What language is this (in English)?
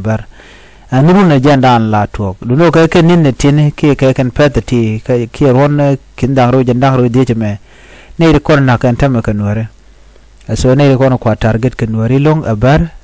Nuer